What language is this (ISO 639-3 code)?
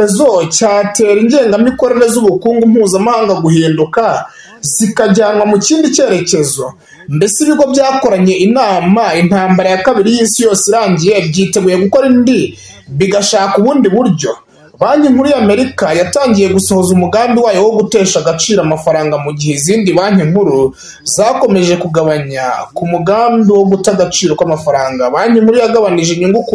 kin